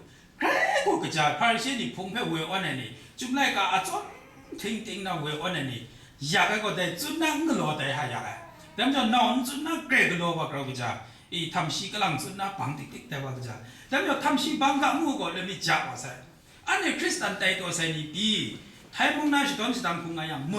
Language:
Kachin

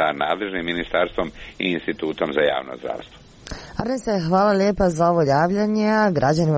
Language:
Croatian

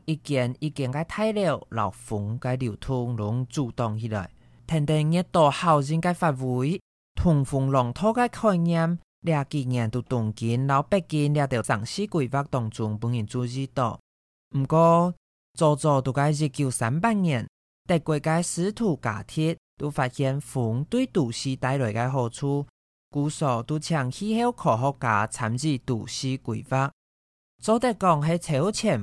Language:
Hakka Chinese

